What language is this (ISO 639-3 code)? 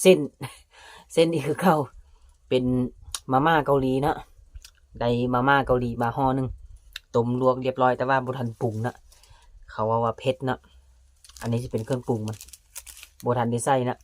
tts